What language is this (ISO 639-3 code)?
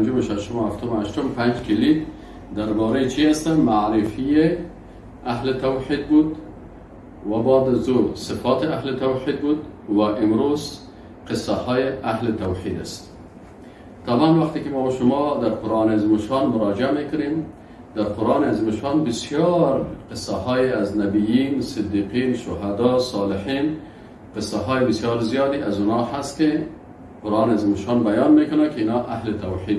fas